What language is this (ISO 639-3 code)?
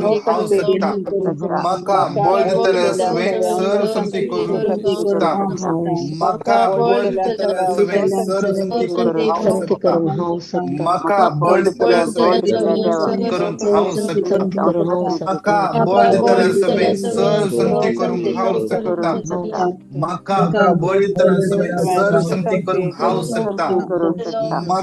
kok